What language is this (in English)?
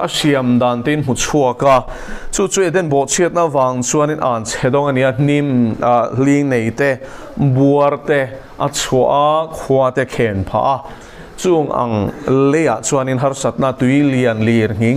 Mizo